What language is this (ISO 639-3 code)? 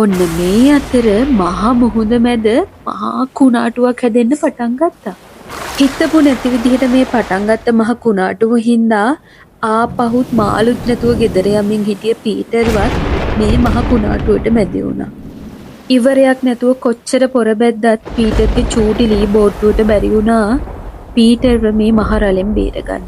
sin